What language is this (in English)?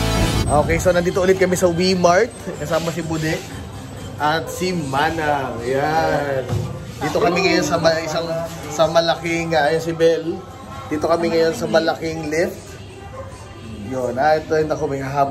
Filipino